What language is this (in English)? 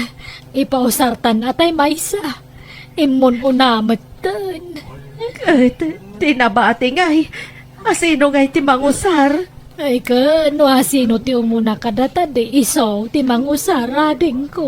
Iloko